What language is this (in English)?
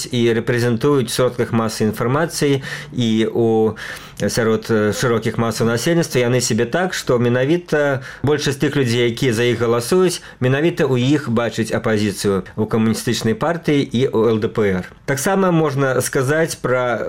Belarusian